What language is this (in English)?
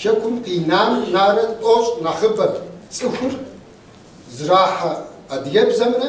Kabardian